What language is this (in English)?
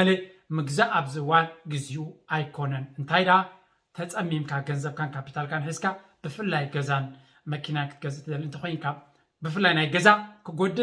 Tigrinya